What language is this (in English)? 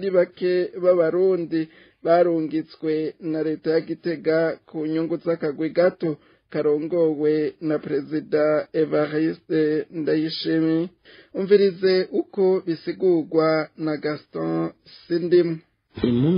Rundi